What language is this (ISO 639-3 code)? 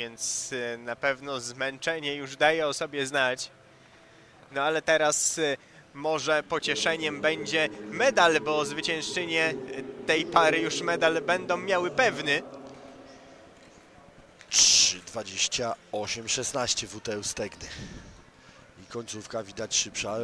pol